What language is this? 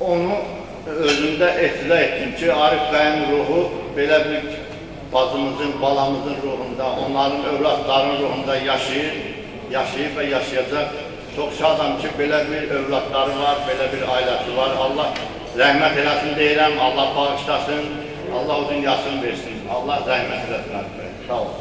Azerbaijani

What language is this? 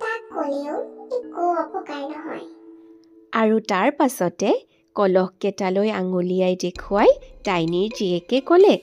Assamese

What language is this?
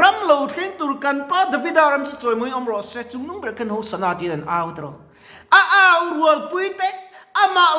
Mizo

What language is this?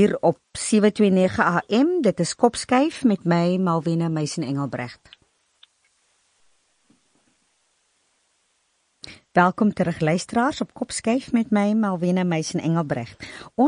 Afrikaans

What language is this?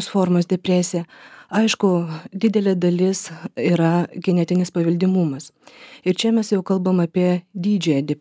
Lithuanian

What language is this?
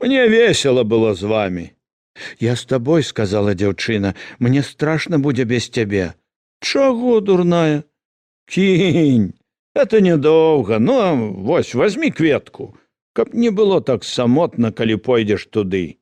Belarusian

